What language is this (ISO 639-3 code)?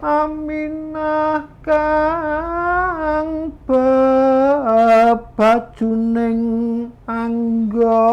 jav